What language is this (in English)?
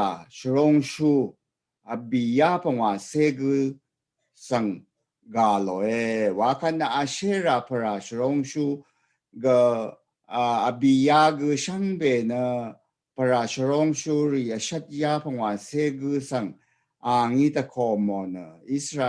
Rawang